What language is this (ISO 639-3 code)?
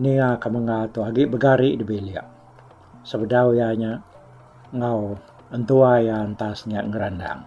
iba